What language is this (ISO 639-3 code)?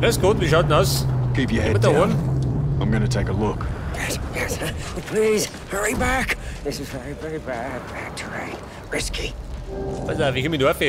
bar